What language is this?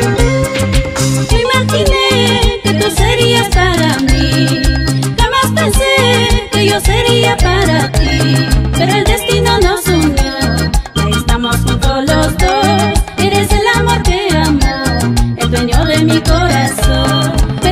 Spanish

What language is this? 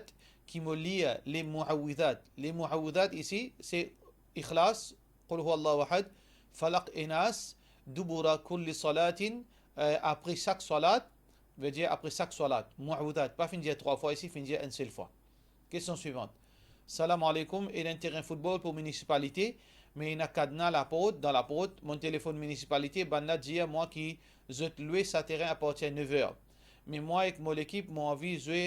Morisyen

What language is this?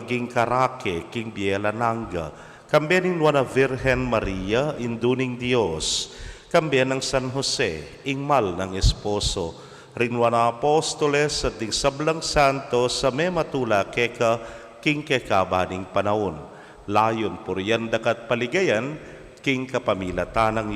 Pampanga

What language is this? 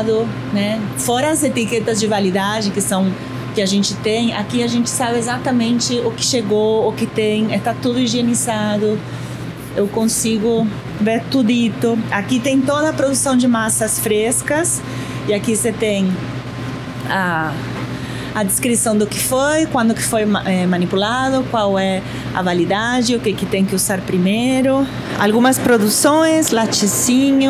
Portuguese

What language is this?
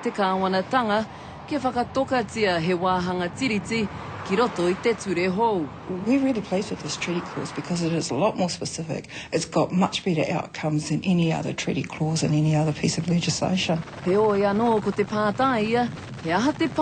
Māori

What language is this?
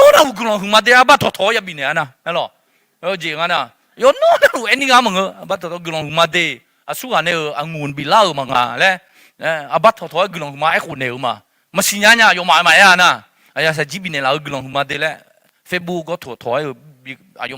Akha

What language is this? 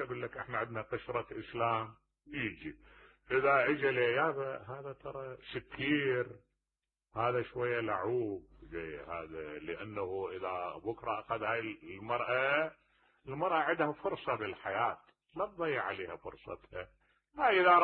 Mesopotamian Arabic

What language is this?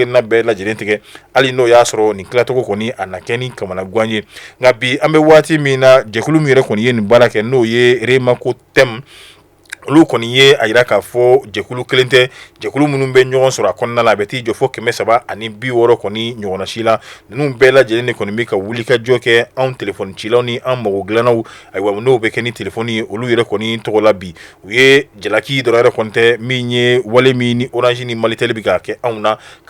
Bambara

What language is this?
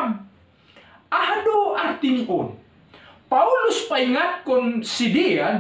Batak Simalungun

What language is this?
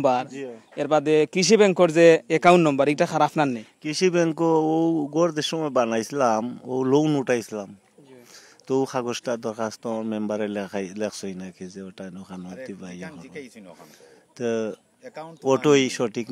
Sylheti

